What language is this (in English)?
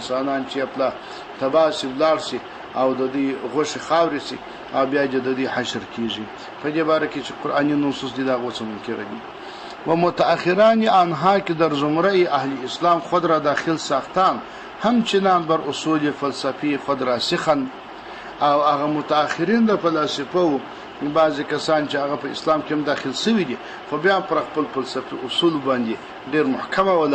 Pashto